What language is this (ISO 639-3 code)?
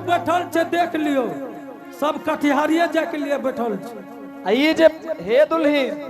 anp